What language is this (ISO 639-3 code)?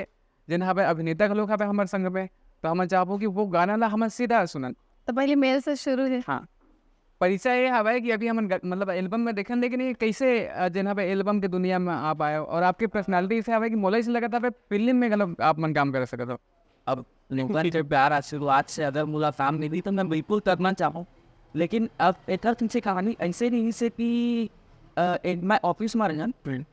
hne